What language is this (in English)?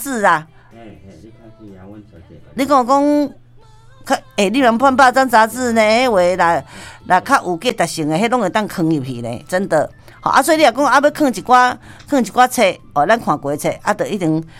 Min Nan Chinese